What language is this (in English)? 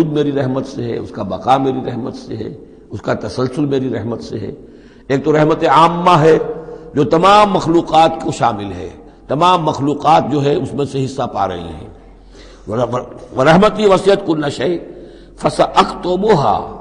Urdu